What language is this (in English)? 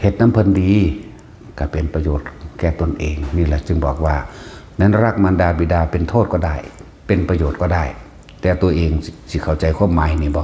Northeastern Thai